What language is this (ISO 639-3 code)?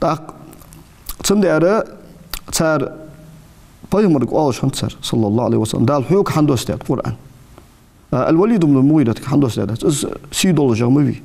inh